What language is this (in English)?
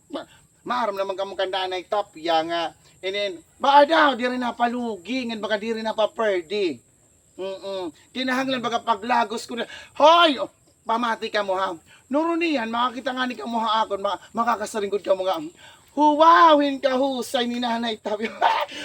Waray